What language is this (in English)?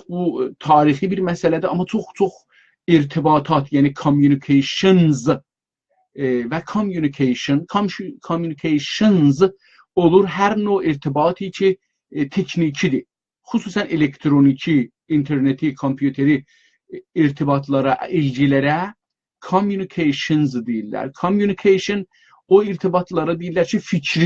South Azerbaijani